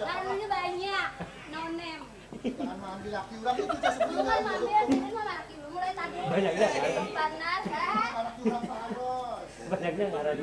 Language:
Banjar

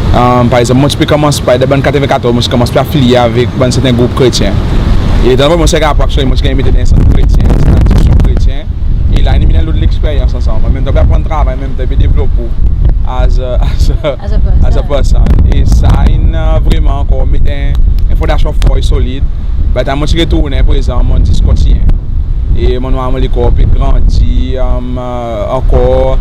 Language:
Seselwa Creole French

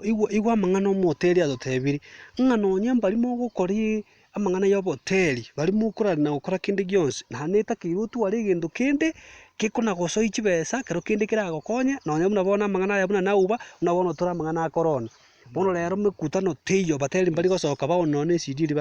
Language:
Gusii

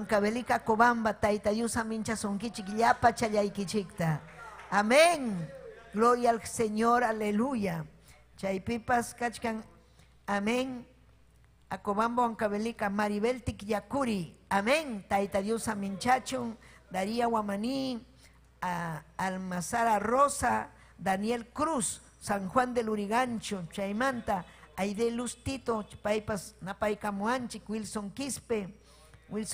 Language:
Ayacucho Quechua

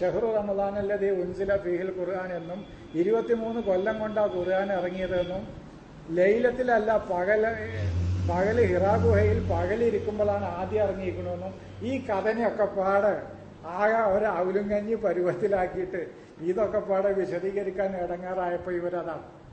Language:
Malayalam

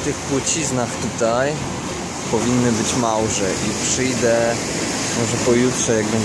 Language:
Polish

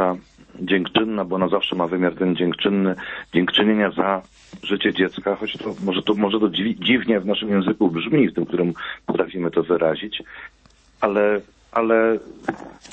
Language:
Polish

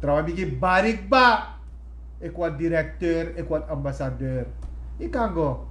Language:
Sranan Tongo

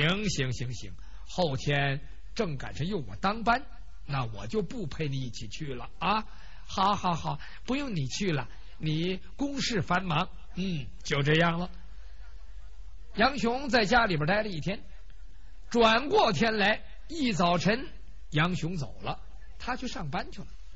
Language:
Chinese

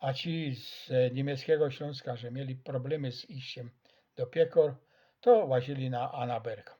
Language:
Silesian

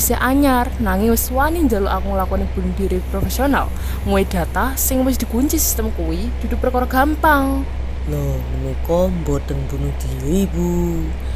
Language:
Javanese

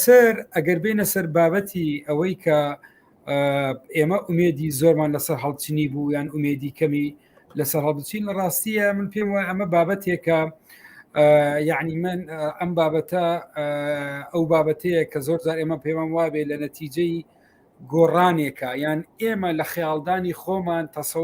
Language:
Central Kurdish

